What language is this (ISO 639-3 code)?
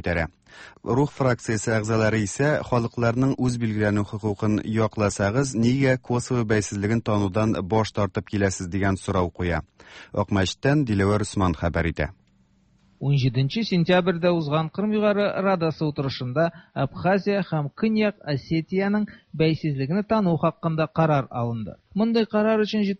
tat